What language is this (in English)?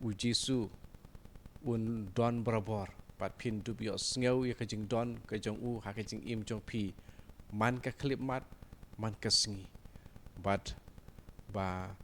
Khasi